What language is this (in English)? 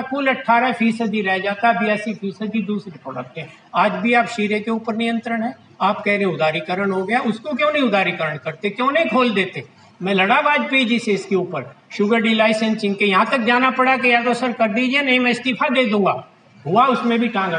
Hindi